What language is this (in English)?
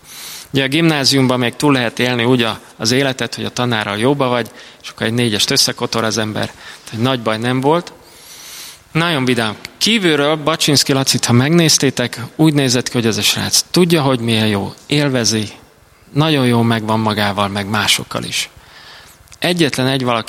Hungarian